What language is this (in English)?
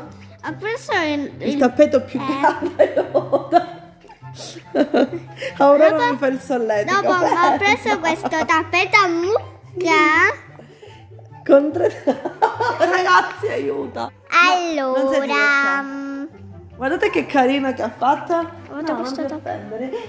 Italian